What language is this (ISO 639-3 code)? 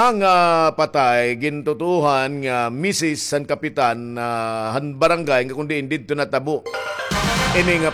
war